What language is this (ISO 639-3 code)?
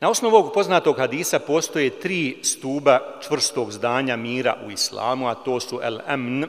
bos